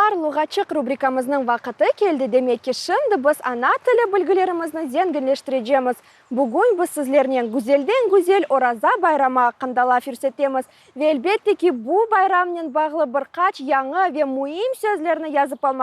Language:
Crimean Tatar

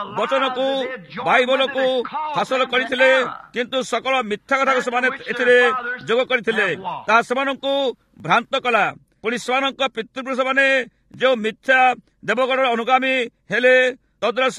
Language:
Odia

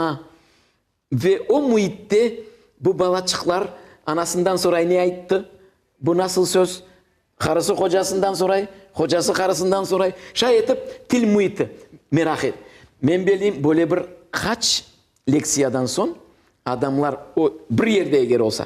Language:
Crimean Tatar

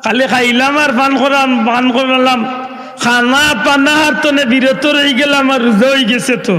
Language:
Sylheti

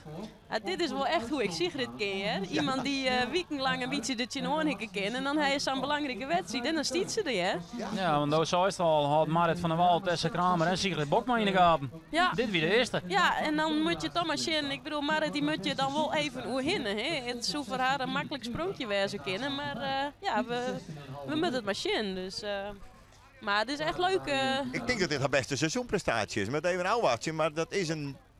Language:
Western Frisian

